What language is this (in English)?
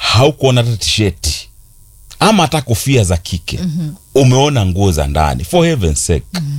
Swahili